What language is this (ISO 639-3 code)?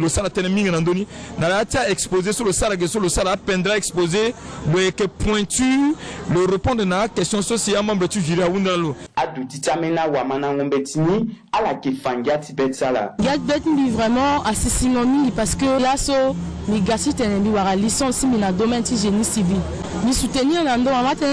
sag